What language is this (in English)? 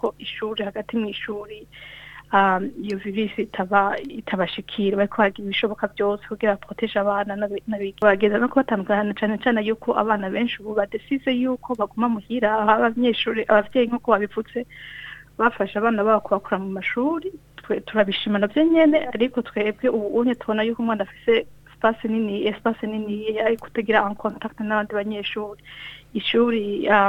Rundi